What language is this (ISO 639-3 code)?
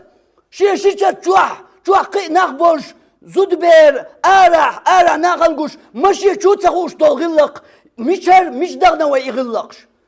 che